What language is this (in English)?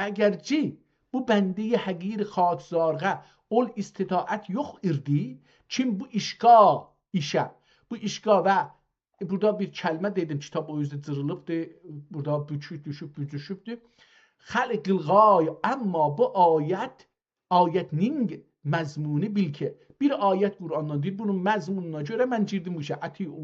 South Azerbaijani